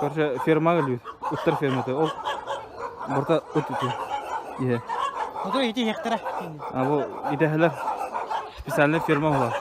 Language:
Yakut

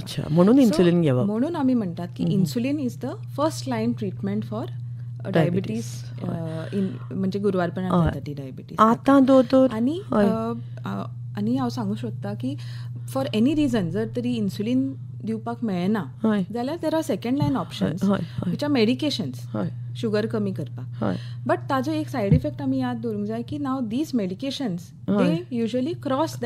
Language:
Konkani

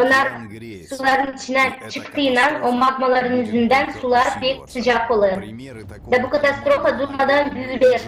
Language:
Gagauz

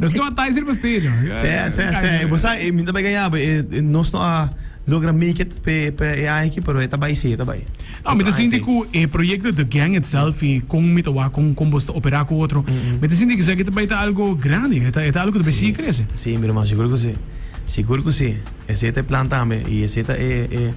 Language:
Papiamento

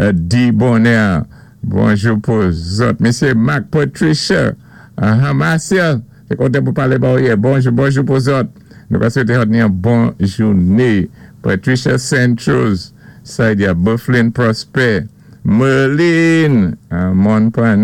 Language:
Saint Lucian Creole French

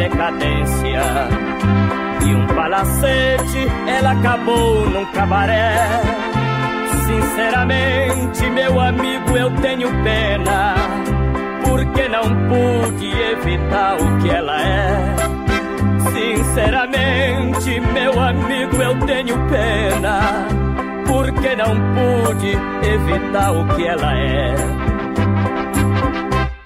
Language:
Portuguese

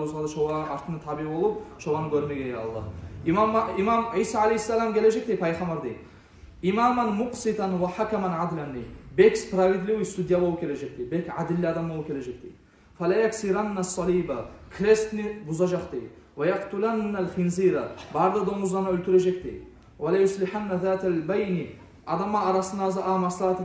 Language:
Kumyk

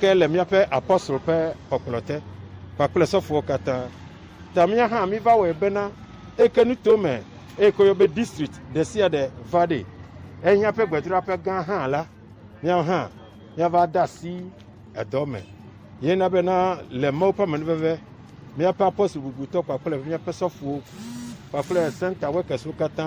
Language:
Ewe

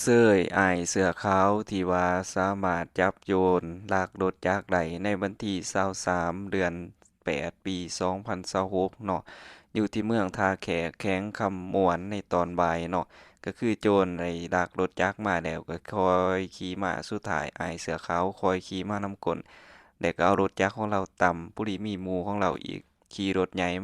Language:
Lao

